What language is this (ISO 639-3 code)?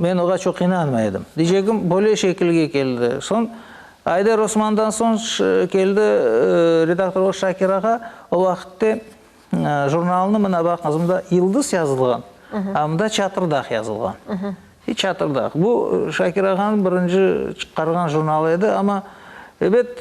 crh